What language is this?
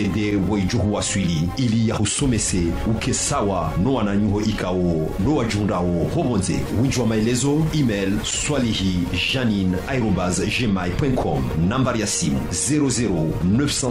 Ngazidja Comorian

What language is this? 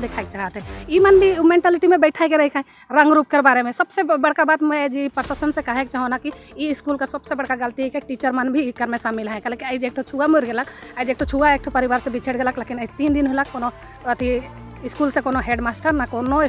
Sadri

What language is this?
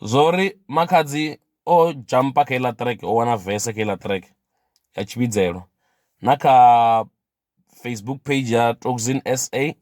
Venda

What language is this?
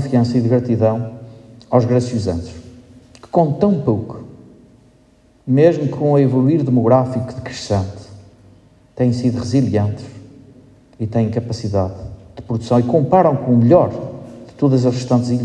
Portuguese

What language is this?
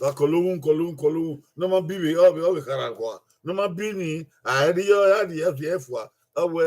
Bini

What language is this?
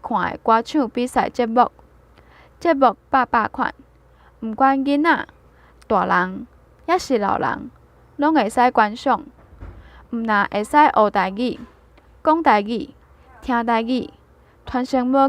Min Nan Chinese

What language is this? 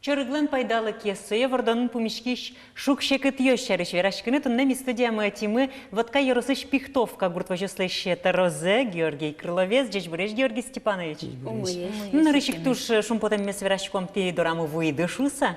Udmurt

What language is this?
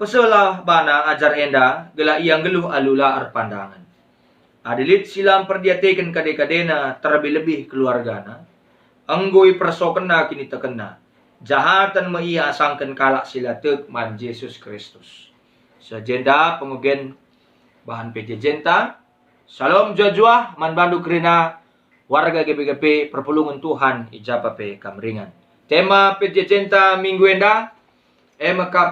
Batak Karo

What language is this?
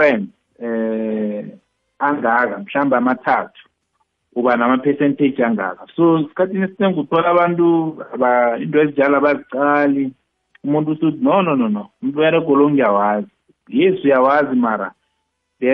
South Ndebele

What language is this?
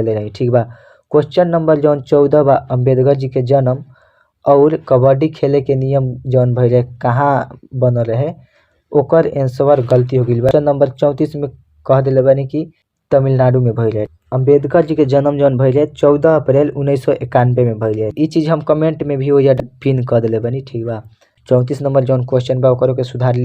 Bhojpuri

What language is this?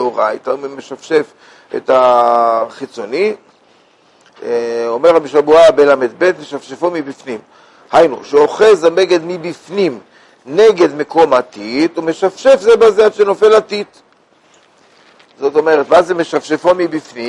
Hebrew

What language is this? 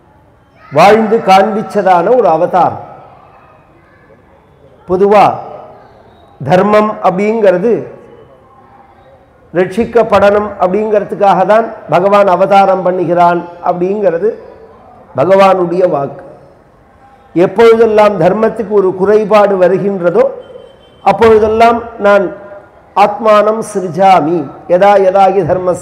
Tamil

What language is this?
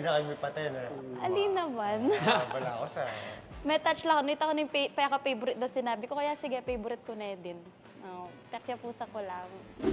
Pampanga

